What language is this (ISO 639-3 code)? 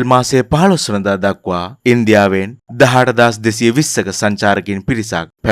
sin